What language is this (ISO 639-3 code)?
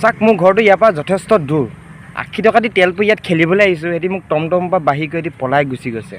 asm